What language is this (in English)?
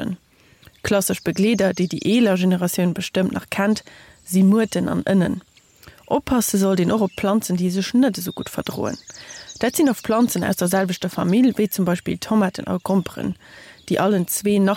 Luxembourgish